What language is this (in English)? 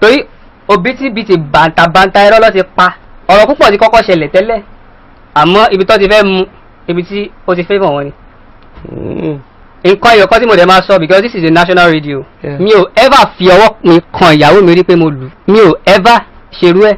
Yoruba